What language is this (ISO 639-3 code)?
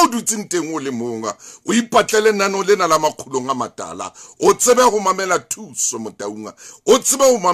sot